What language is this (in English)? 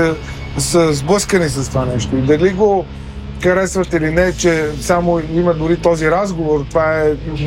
Bulgarian